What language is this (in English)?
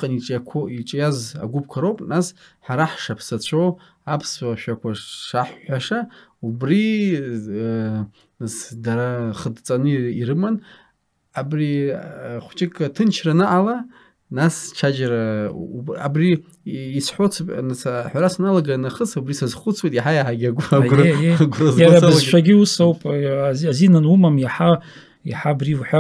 Abkhazian